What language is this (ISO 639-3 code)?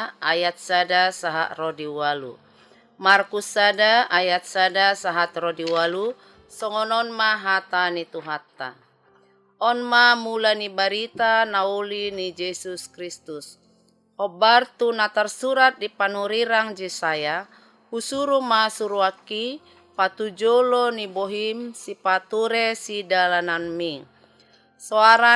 bbc